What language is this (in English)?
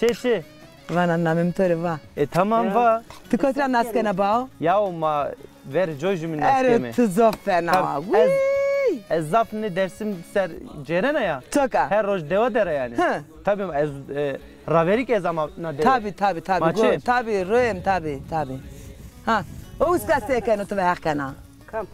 Zaza